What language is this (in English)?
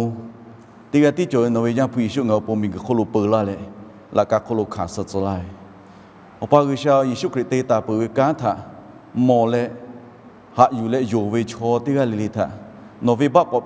Lahu